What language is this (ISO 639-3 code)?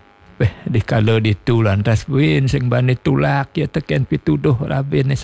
ban